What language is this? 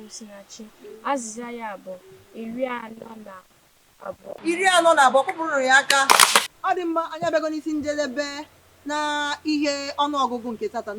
Igbo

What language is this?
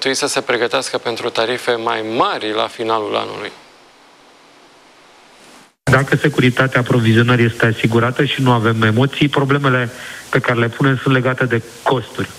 Romanian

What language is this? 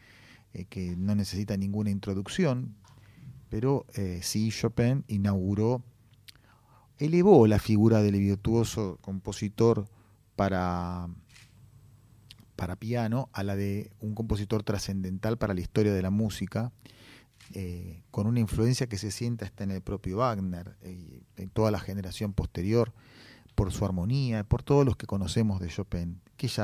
Spanish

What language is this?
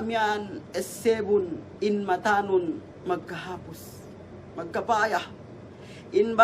Yakan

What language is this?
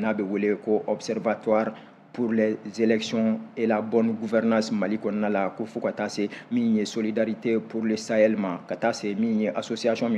Bambara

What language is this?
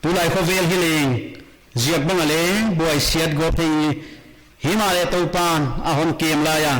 Paite Chin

